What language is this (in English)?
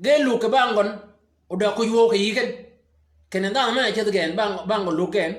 Shilluk